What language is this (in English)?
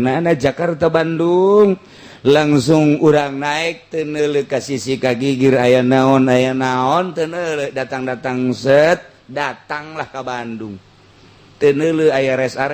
Sundanese